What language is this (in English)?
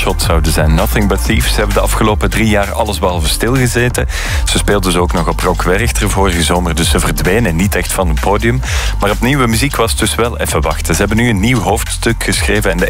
Dutch